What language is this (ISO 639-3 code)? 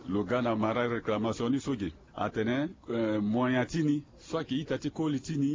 sag